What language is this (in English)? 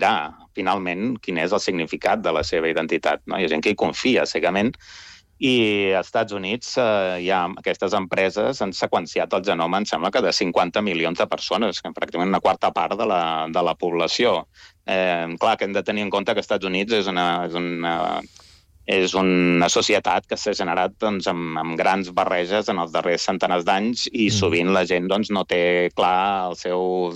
Catalan